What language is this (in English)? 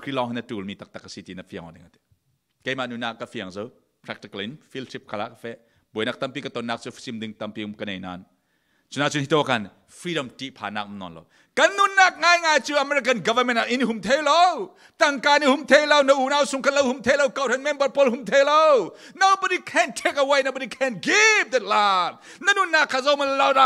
Falam Chin